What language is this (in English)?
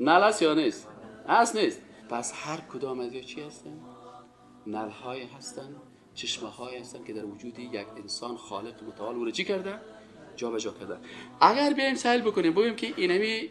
Persian